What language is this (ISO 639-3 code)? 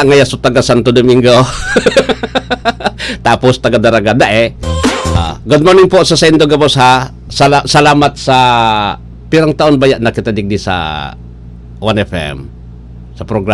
bik